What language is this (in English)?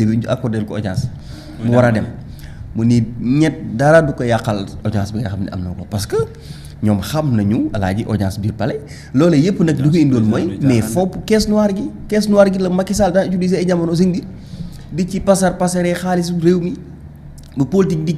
Wolof